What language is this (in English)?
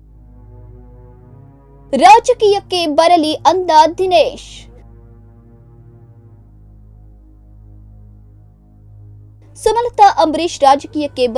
Kannada